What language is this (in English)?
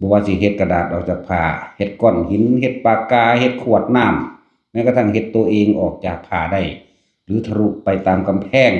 Northeastern Thai